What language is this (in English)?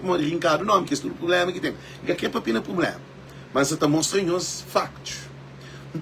Kabuverdianu